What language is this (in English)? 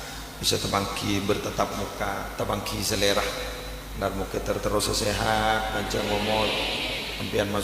Madurese